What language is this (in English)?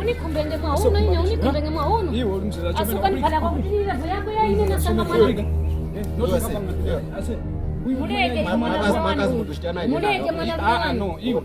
Tumbuka